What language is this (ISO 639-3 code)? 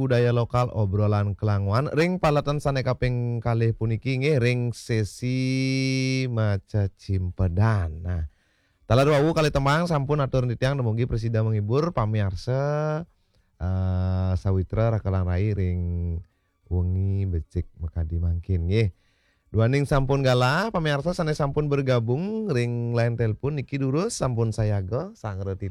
ban